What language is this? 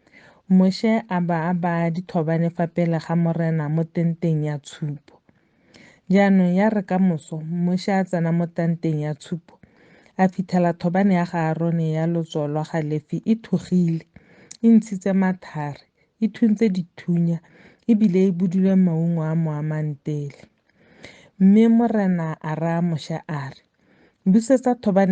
Tswana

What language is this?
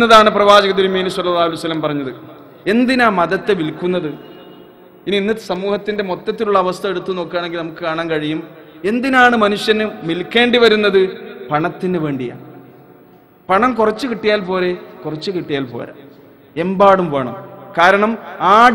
Malayalam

